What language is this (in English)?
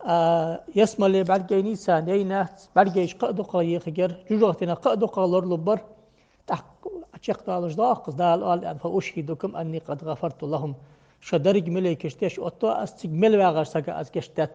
Ingush